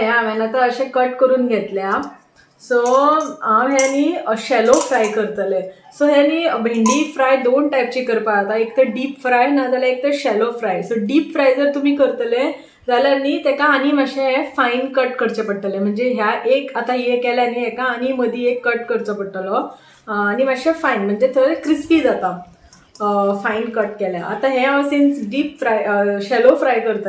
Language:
Konkani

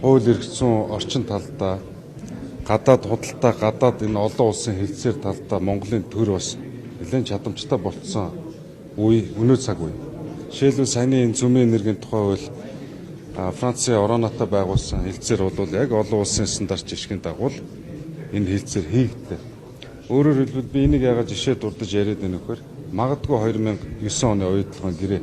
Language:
Mongolian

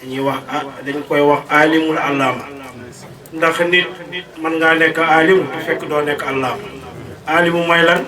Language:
Wolof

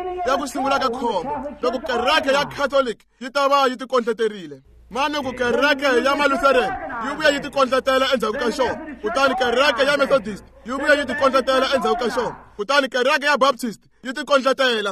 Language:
Tsonga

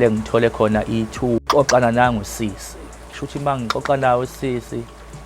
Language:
Zulu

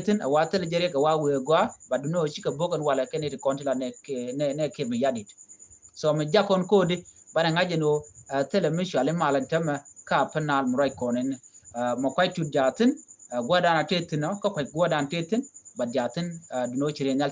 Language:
Nuer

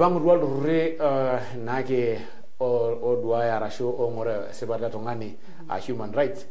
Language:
Masai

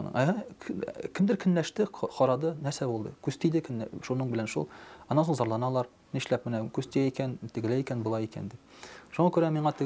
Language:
Tatar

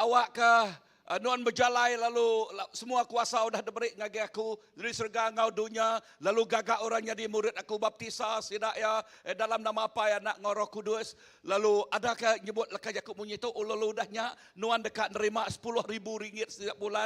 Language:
Iban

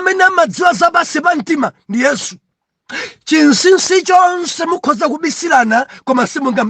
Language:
Nyanja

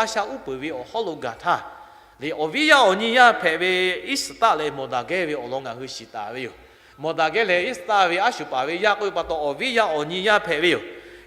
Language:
Lahu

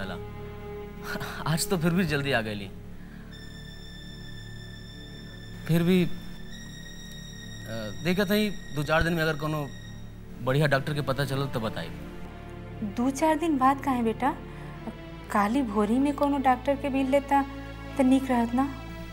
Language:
Bhojpuri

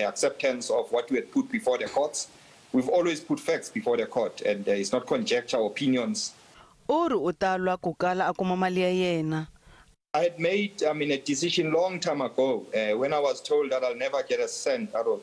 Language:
Tsonga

